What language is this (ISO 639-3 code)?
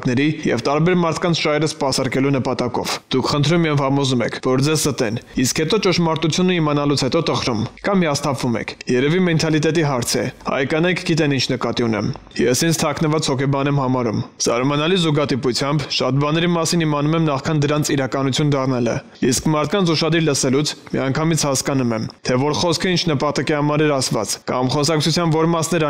hye